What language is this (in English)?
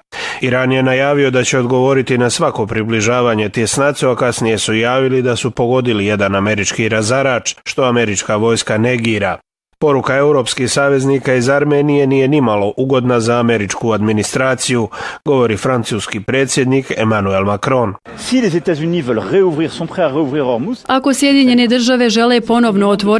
Bosnian